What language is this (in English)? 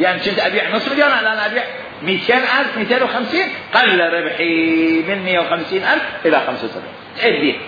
Mesopotamian Arabic